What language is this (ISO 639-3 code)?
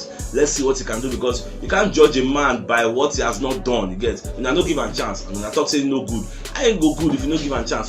pcm